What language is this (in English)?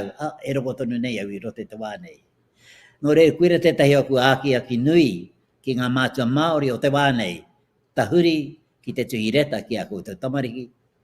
Māori